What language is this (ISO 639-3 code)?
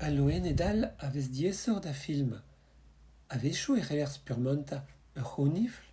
bre